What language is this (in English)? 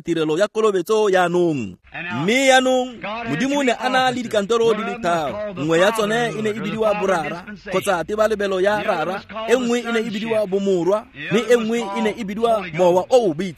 Tswana